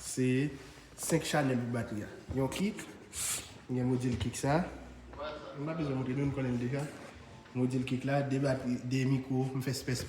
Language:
Haitian Creole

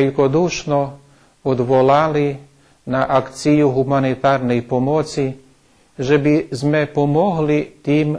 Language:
Rusyn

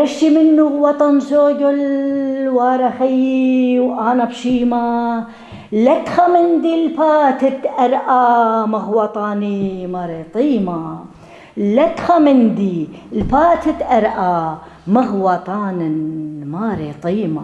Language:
Assyrian Neo-Aramaic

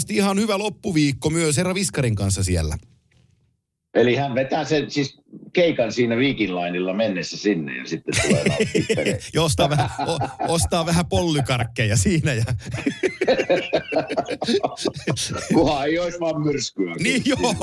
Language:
Finnish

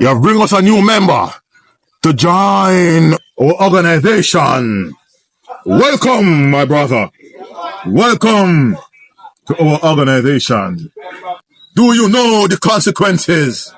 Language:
Jamaican Creole English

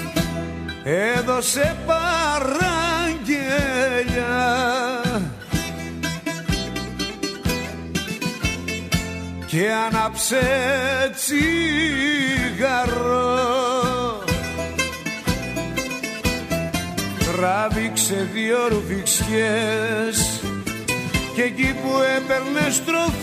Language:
Greek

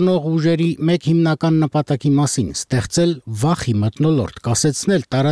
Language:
Armenian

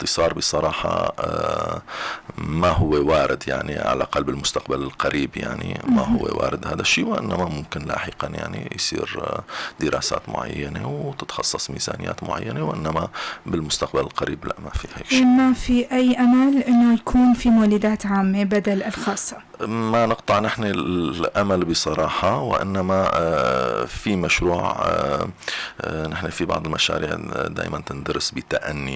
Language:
North Levantine Arabic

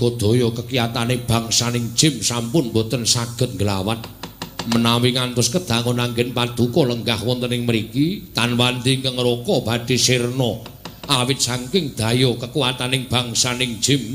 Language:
Javanese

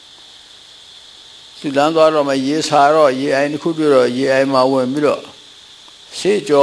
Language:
Burmese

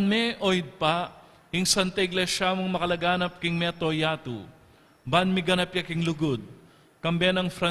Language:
Pampanga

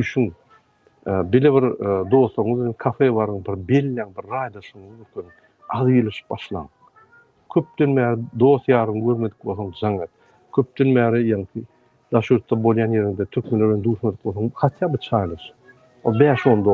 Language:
Turkmen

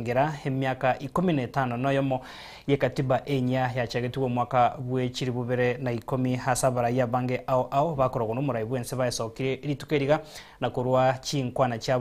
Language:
Gusii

